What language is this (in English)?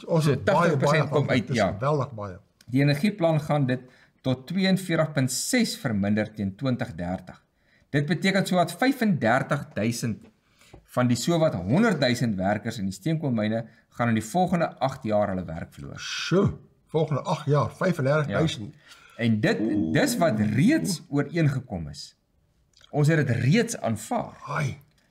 Afrikaans